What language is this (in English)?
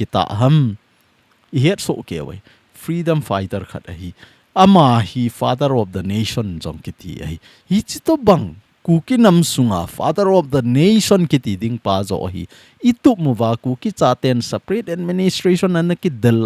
Thado Chin